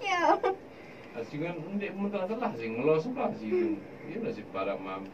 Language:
Sasak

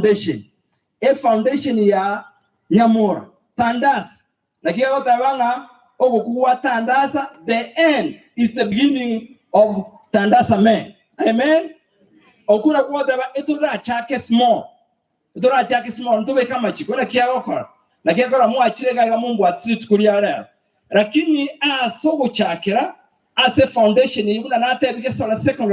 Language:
Gusii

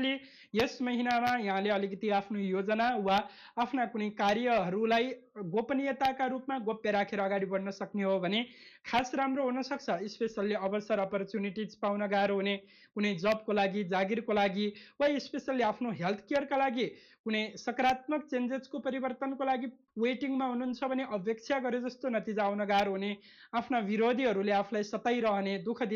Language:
Nepali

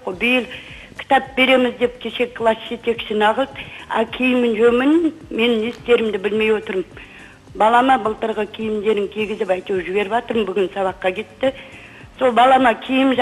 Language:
Kazakh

